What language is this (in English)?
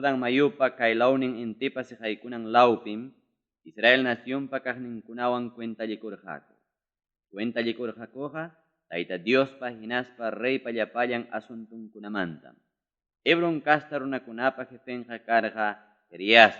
Ayacucho Quechua